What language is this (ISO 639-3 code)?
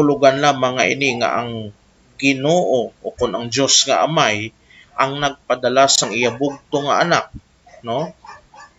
hil